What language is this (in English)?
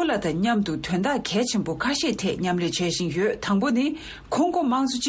Tibetan